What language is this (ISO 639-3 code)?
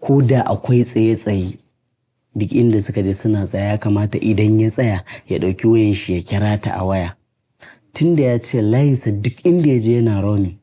hau